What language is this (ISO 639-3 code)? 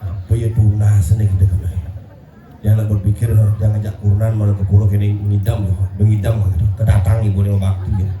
ban